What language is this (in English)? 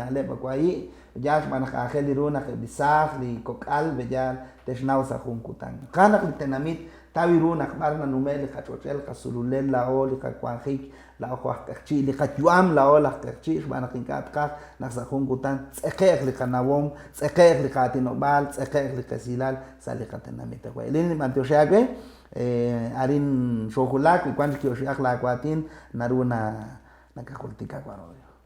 Kekchí